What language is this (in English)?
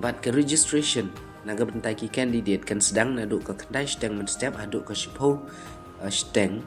Khasi